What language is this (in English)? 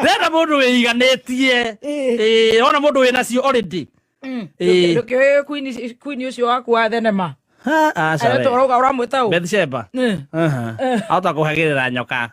Kikuyu